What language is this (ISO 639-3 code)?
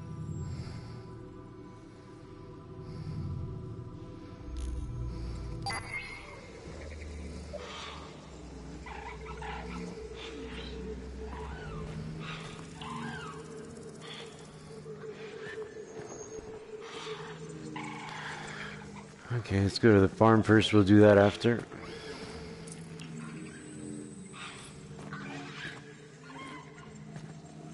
eng